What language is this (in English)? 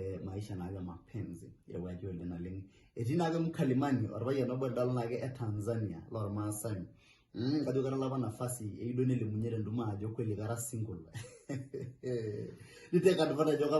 Masai